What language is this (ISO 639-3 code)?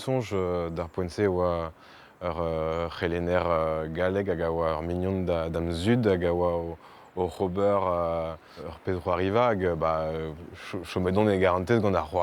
bre